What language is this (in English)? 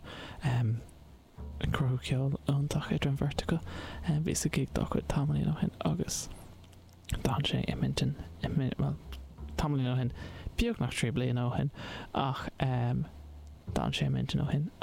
Irish